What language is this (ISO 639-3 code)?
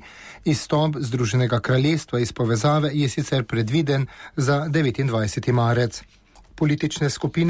slv